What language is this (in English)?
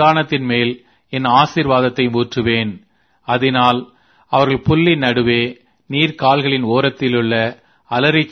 Tamil